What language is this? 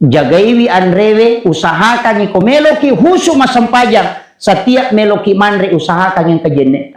Buginese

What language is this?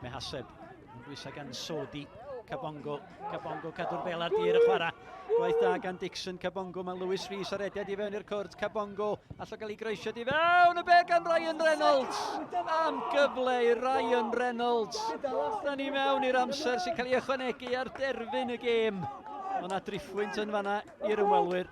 Welsh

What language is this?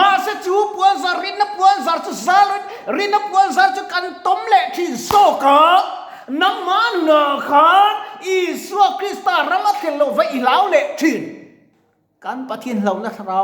Mizo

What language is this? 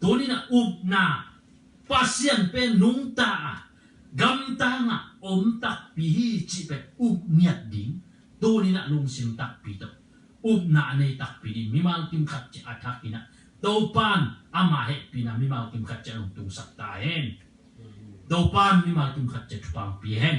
Tedim Chin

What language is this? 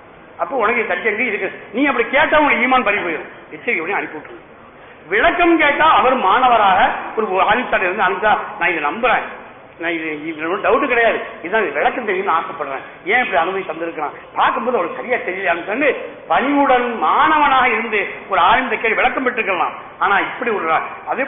Tamil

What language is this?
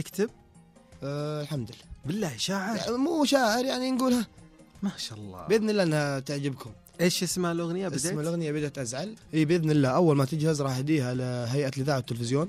Najdi Arabic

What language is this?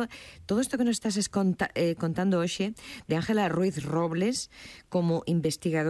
Galician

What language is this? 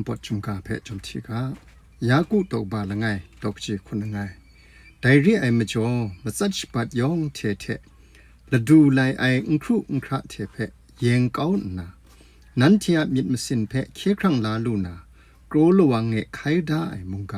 Kachin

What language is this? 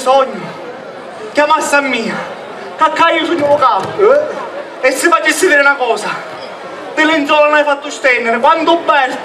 Sicilian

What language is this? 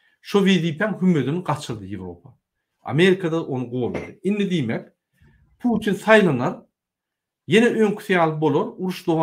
Turkmen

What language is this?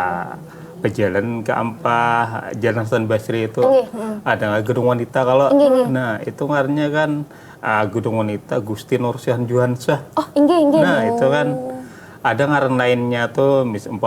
Banjar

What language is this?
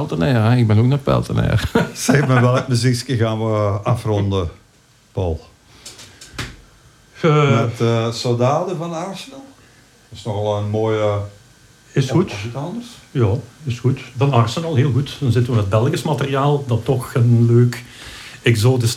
Dutch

